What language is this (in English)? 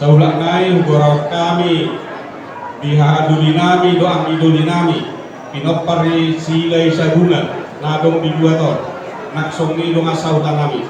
Batak Toba